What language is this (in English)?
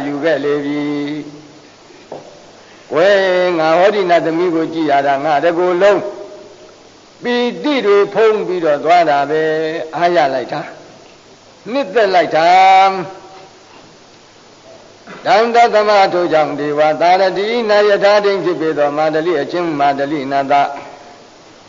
Burmese